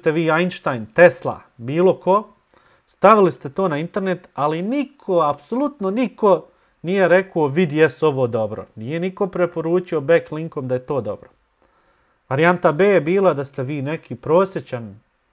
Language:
Bosnian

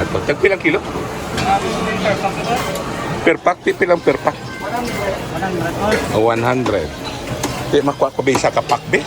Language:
Hiligaynon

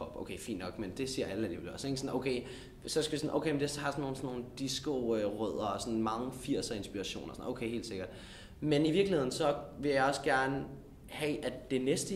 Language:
Danish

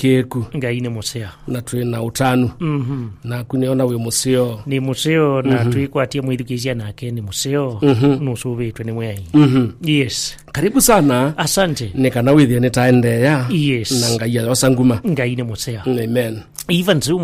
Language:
Kamba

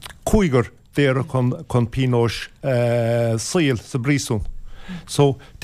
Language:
Irish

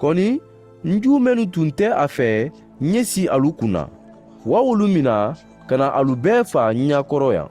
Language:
Mandingo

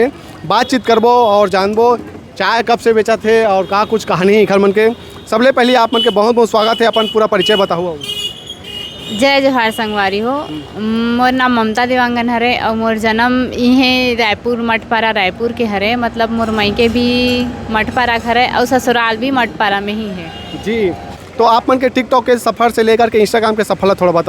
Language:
Chhattisgarhi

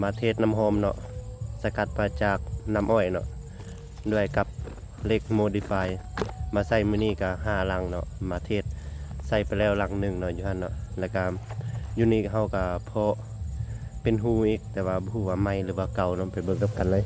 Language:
Lao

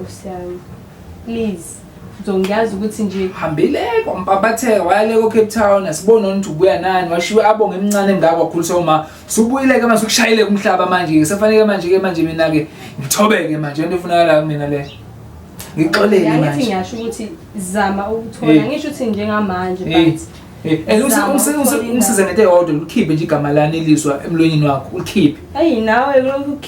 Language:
Zulu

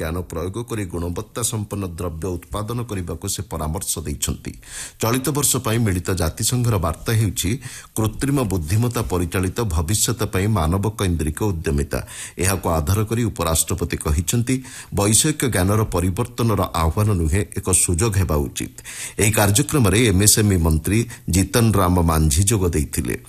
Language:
Odia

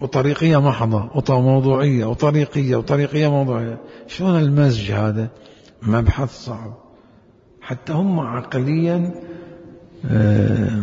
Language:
Mesopotamian Arabic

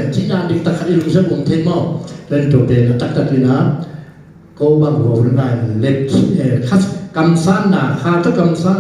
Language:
Tedim Chin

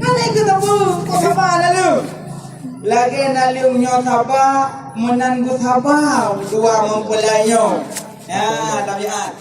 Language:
Achinese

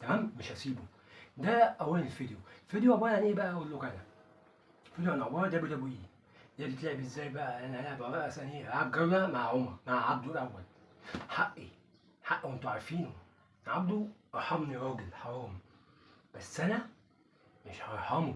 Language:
Egyptian Arabic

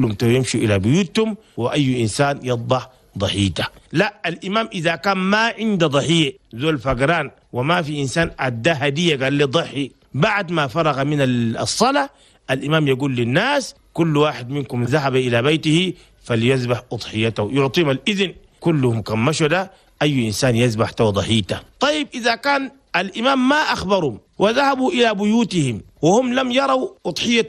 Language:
Chadian Arabic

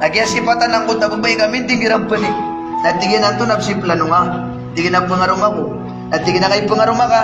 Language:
Maranao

